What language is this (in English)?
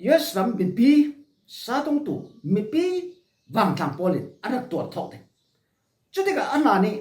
Falam Chin